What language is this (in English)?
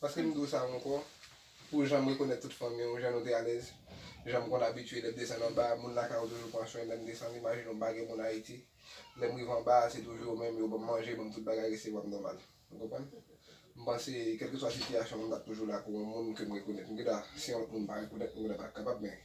Haitian Creole